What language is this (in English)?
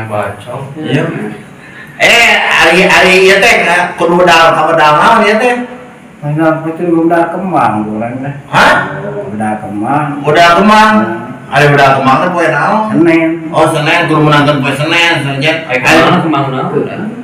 Sundanese